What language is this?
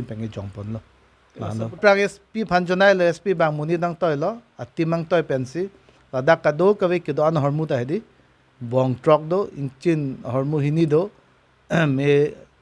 Karbi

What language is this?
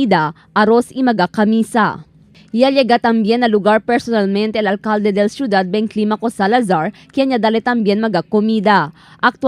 Chavacano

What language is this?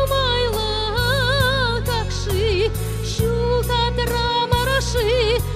Chuvash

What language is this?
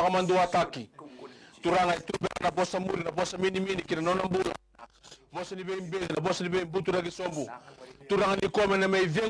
Fijian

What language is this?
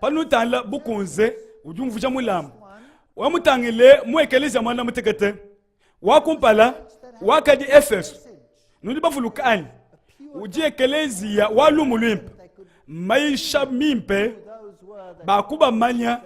Luba-Lulua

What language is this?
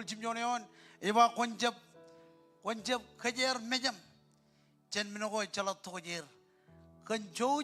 Marshallese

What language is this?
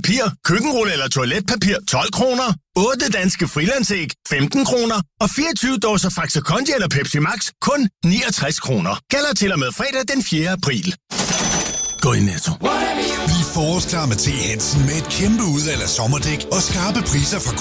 Danish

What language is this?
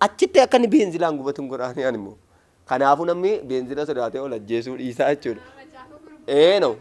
Oromo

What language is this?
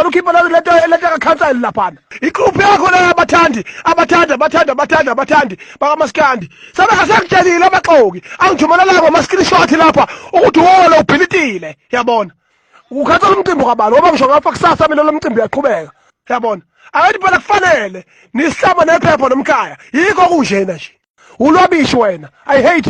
Zulu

